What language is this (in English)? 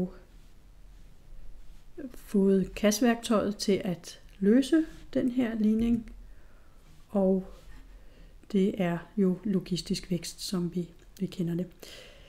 Danish